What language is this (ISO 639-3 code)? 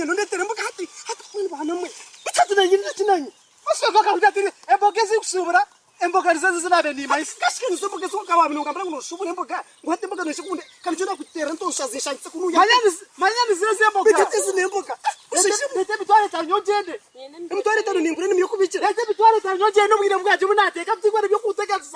nyn